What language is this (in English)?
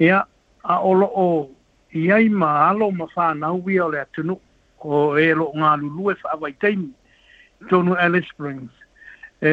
Samoan